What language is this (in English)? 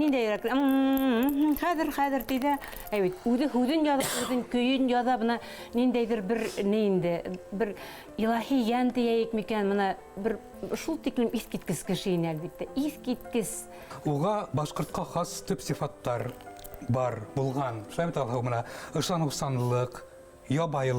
Bashkir